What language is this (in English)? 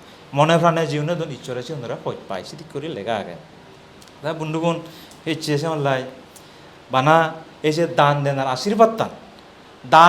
Chakma